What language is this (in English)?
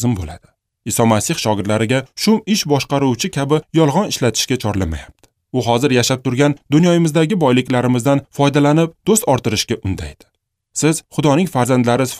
Uzbek